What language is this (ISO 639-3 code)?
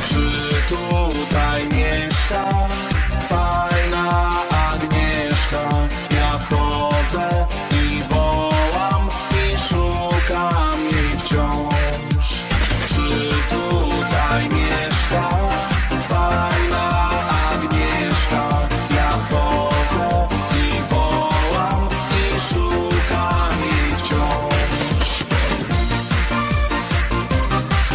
pol